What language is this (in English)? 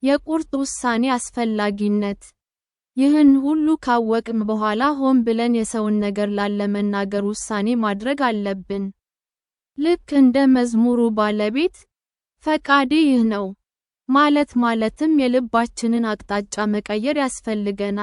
Amharic